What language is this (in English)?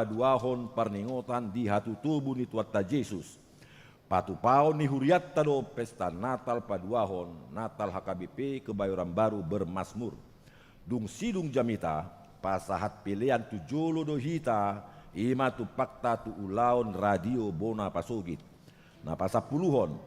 Batak Toba